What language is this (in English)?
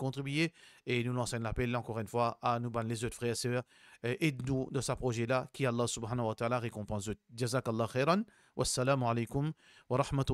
Morisyen